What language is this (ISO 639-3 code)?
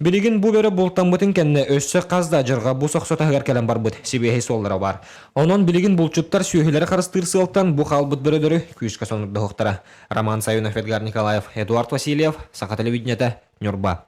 sah